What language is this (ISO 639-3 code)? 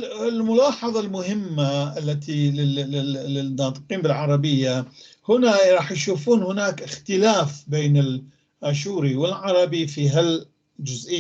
apc